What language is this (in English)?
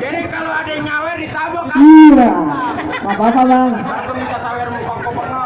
Betawi